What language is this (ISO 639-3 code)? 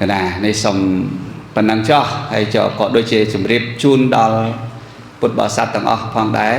khm